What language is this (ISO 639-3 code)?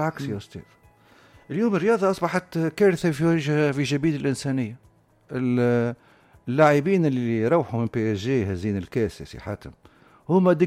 aeb